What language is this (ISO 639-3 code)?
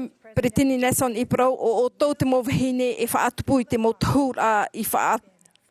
tah